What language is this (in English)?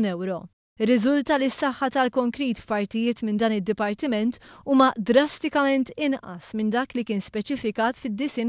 Maltese